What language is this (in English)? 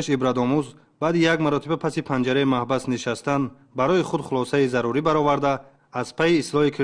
Tajik